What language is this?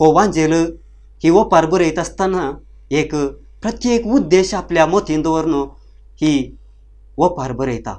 Konkani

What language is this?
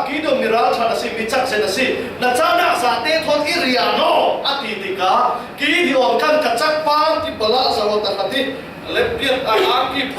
Falam Chin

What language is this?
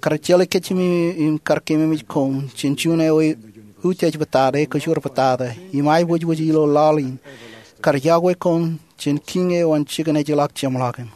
Marshallese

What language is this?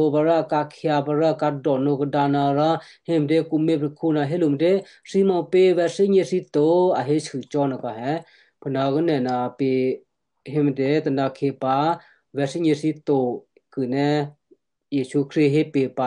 Western Kayah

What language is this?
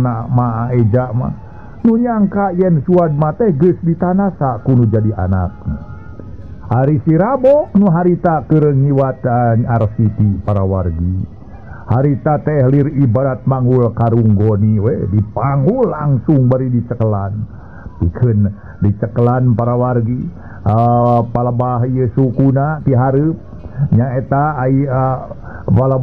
Sundanese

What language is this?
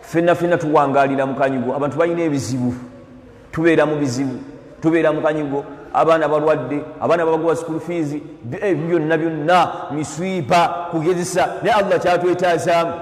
Ganda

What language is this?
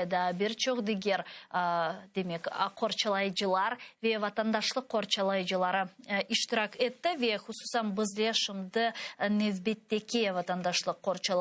Crimean Tatar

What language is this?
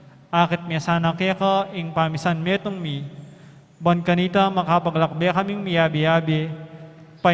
Pampanga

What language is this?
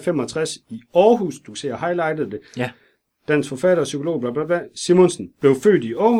Danish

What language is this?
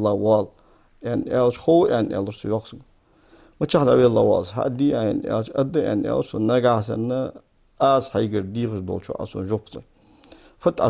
Ingush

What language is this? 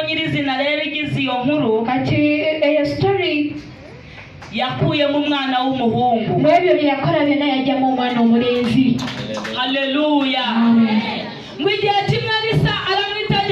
Kinyarwanda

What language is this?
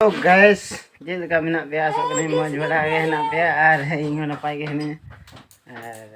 Santali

